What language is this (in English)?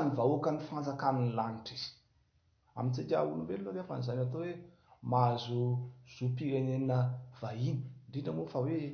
Malagasy